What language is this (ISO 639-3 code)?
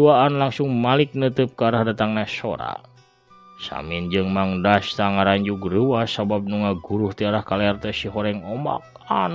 sun